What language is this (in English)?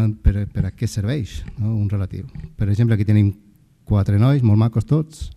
Catalan